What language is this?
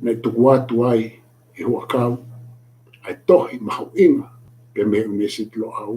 Tongan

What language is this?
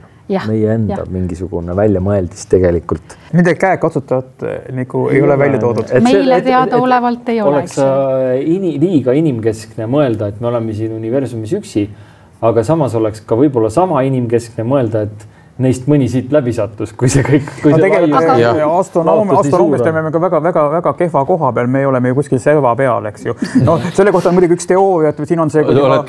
Estonian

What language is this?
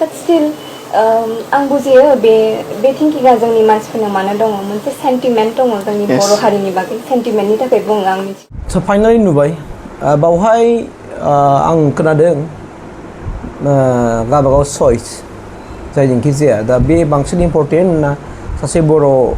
Bodo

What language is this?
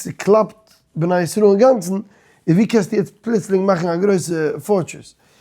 Yiddish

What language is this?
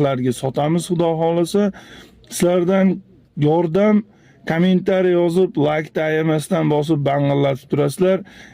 Uzbek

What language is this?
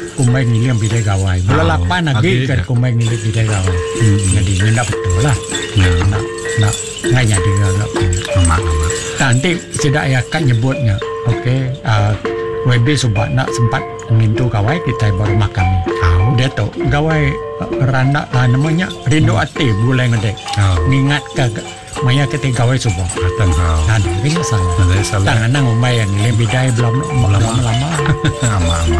Iban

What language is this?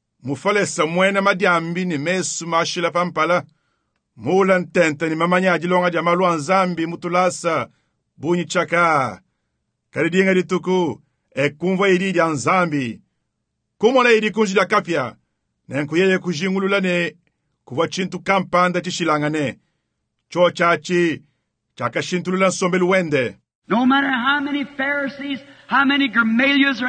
Luba-Lulua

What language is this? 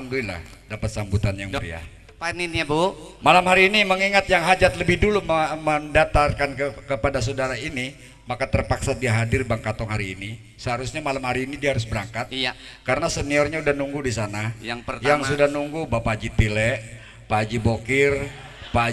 Betawi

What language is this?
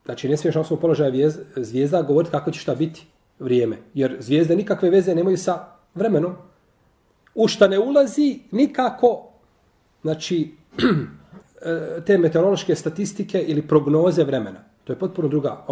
Bosnian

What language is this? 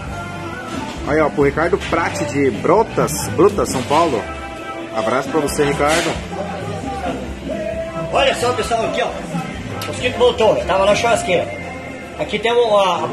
Portuguese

